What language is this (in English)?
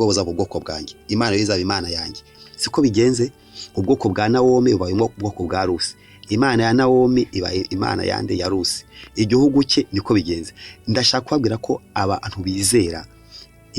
Kinyarwanda